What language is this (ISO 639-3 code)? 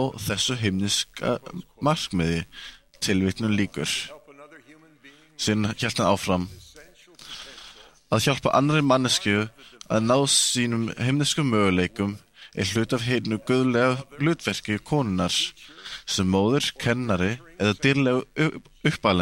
isl